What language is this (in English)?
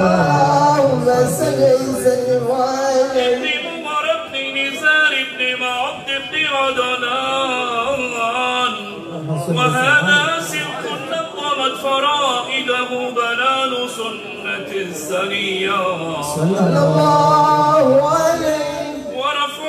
Arabic